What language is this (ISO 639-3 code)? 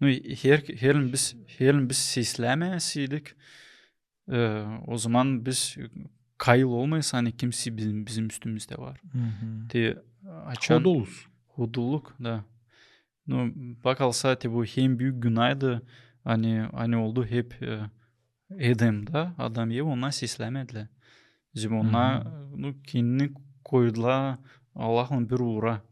gag